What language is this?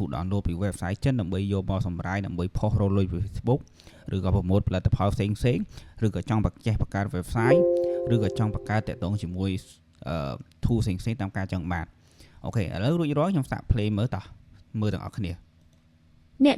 Khmer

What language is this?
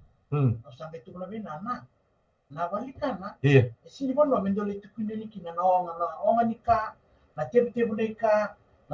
Fijian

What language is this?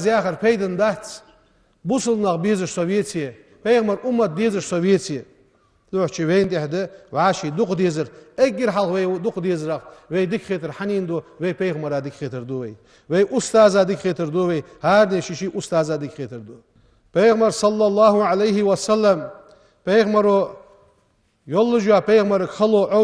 Ingush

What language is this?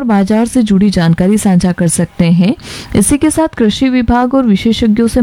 Hindi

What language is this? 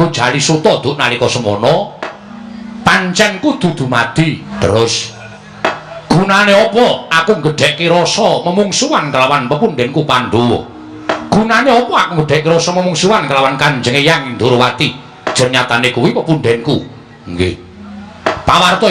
Javanese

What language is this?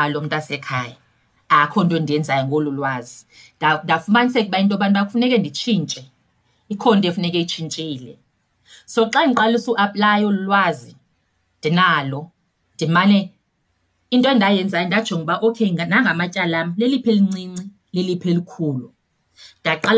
Xhosa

